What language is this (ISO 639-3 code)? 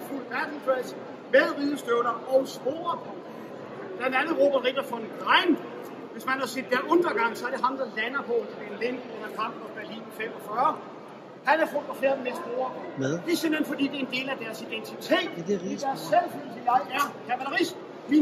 dan